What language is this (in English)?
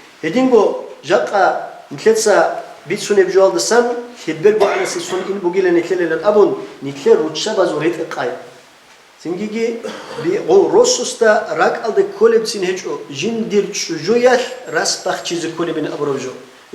Avaric